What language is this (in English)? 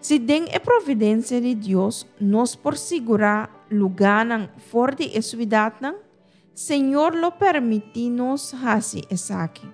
Papiamento